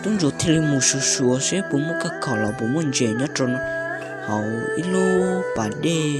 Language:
Hmong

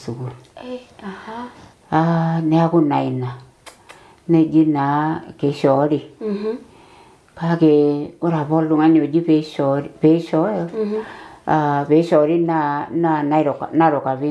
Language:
Masai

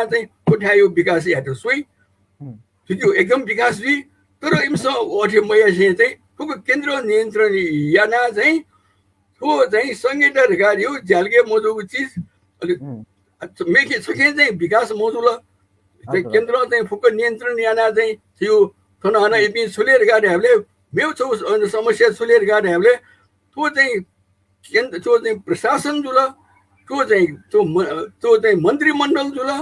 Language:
Newari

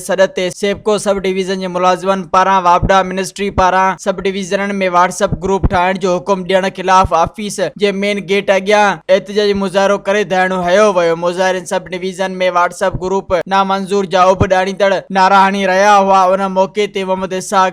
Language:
Sindhi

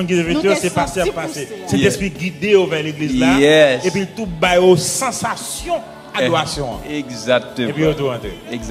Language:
Haitian Creole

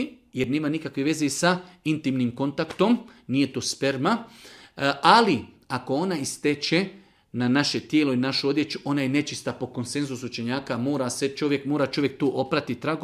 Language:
Bosnian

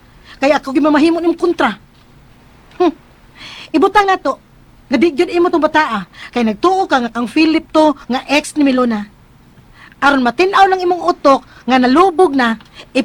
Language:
Cebuano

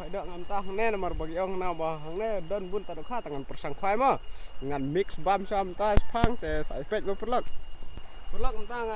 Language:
Khasi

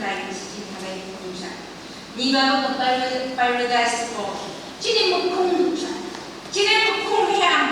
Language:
Phom Naga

